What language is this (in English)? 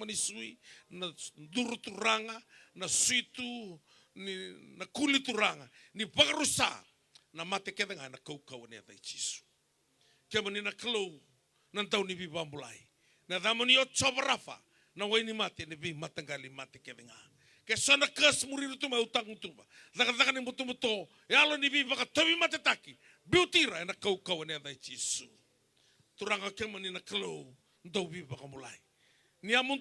Fijian